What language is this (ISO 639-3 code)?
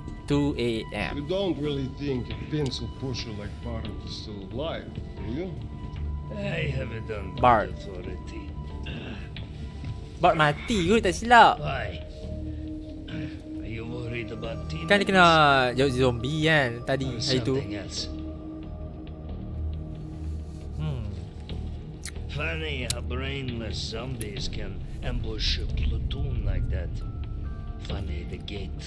msa